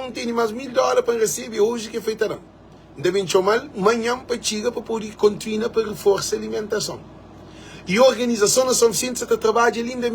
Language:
Kabuverdianu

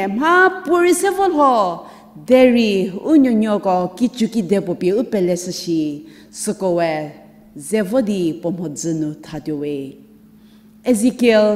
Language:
Angami Naga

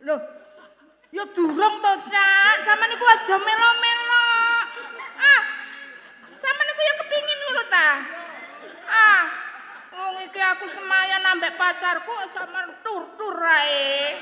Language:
Javanese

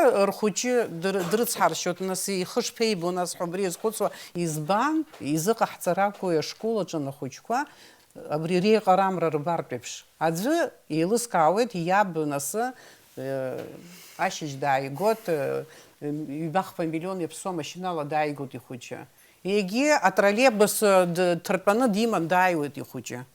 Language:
Abkhazian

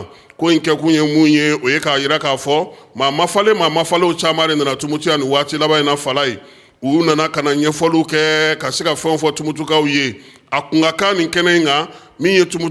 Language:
Bambara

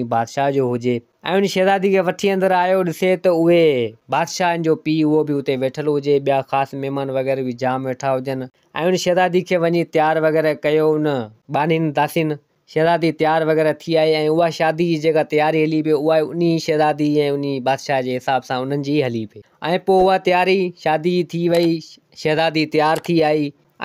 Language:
Sindhi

